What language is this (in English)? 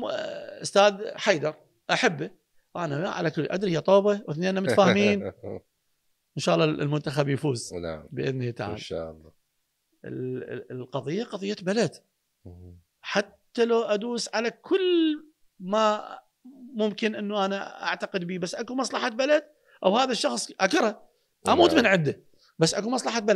Mesopotamian Arabic